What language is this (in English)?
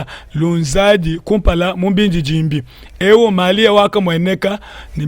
Luba-Lulua